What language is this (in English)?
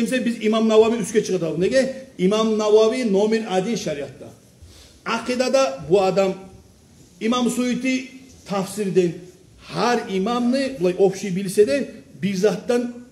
Kumyk